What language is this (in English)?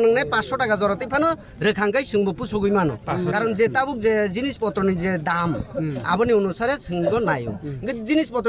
Kok Borok